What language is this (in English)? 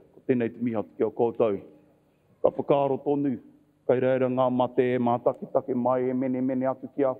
Māori